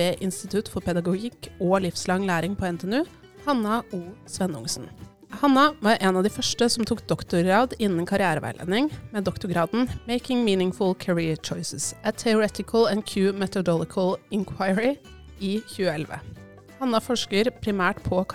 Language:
Norwegian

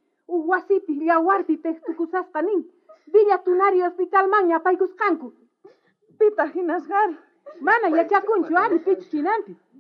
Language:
South Bolivian Quechua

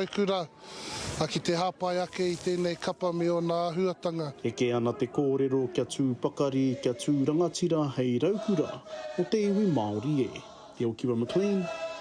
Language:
Māori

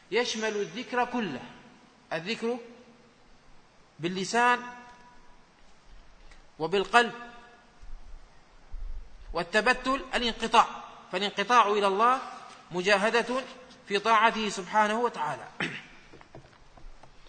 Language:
Arabic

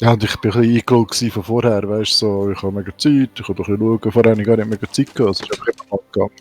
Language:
Swiss German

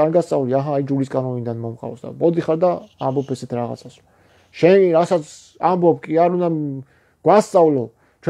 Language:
Georgian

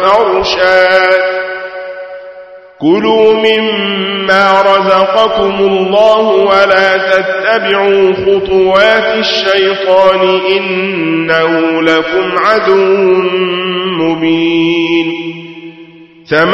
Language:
Arabic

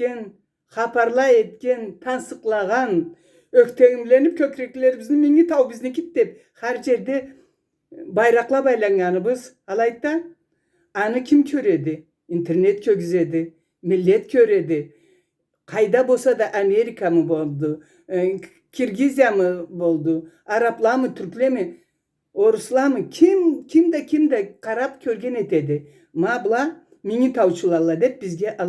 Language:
Karachay-Balkar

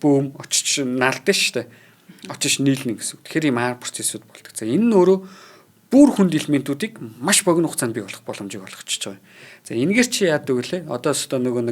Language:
Mongolian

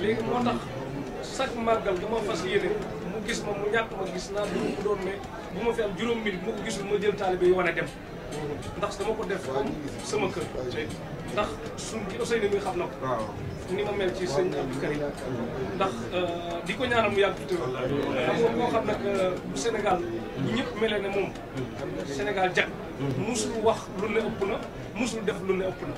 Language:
Wolof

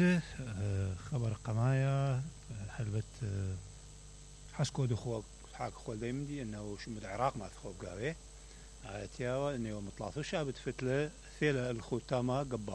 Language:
Mesopotamian Arabic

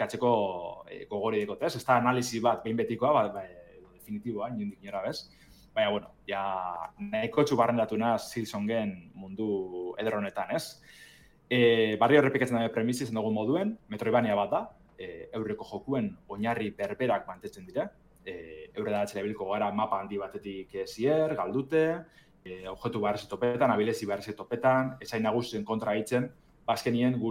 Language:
Basque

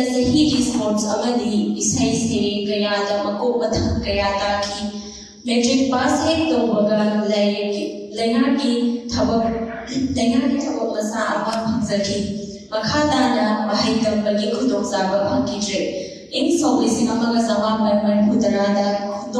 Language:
Manipuri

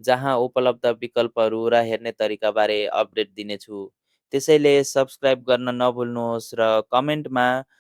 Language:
Nepali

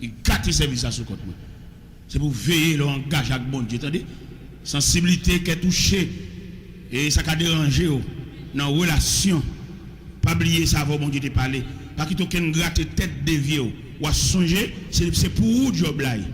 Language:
Haitian Creole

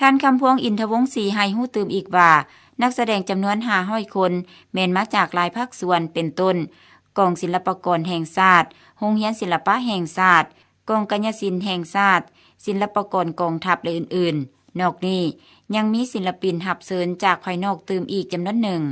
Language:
Lao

